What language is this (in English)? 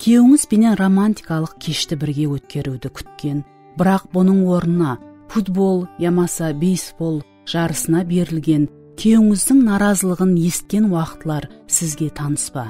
Kara-Kalpak